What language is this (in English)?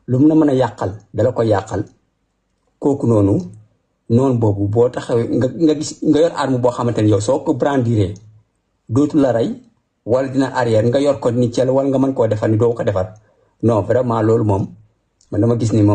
Wolof